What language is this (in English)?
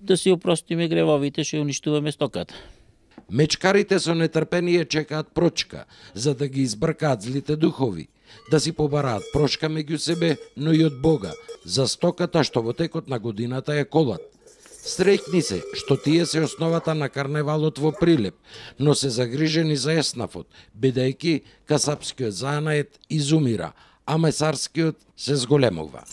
Macedonian